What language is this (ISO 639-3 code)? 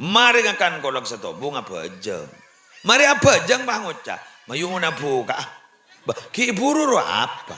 mad